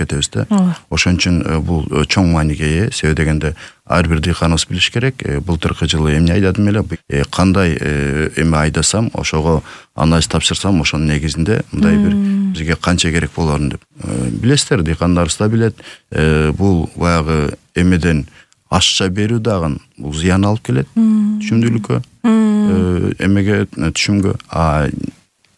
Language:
Kyrgyz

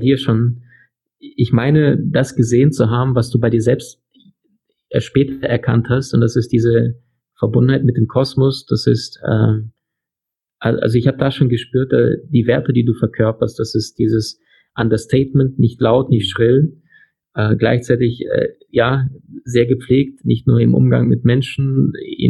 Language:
German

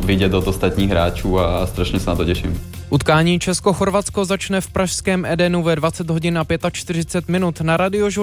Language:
Czech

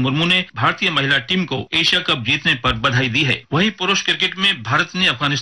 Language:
Hindi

